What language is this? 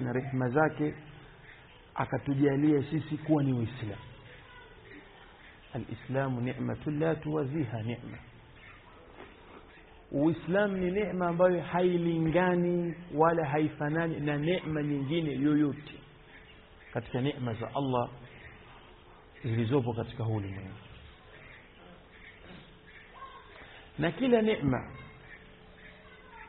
Swahili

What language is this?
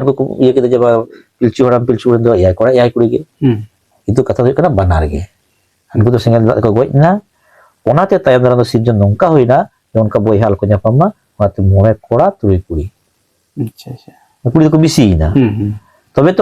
Santali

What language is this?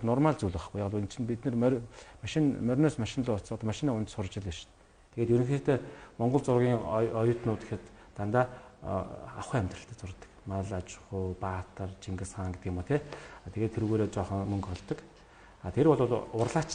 Mongolian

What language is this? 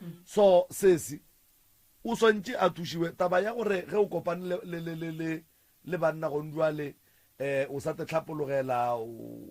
Northern Sotho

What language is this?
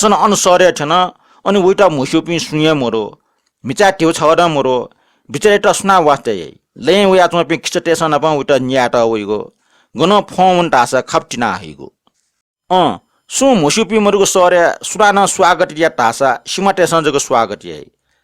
Newari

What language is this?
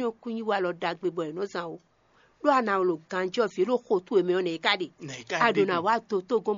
Fon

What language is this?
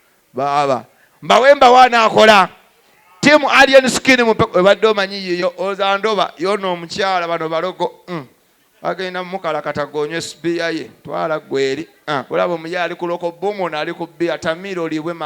Ganda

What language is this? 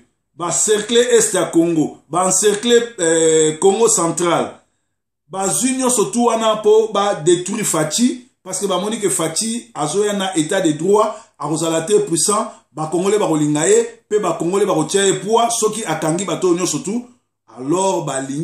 Lingala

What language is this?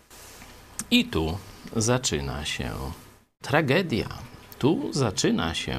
Polish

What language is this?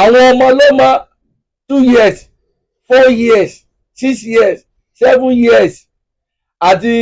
Yoruba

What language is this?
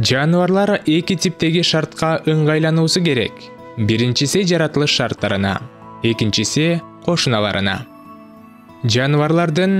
Kyrgyz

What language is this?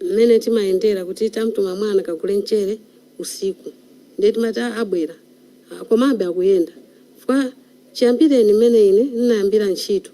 Nyanja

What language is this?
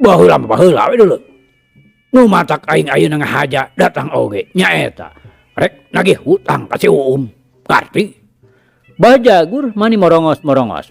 Sundanese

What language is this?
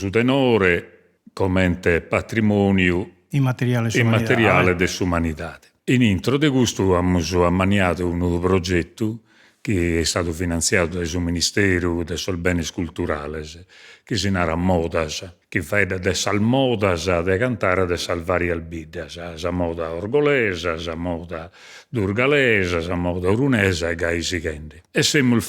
Sardinian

